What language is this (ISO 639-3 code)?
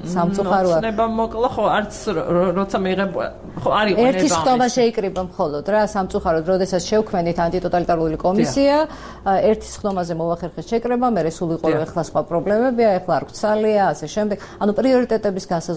kat